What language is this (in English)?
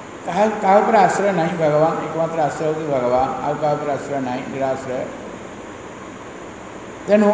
Odia